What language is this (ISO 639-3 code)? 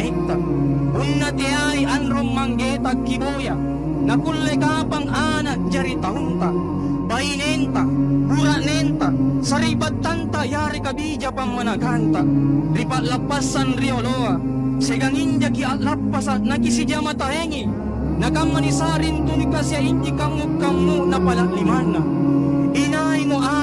mak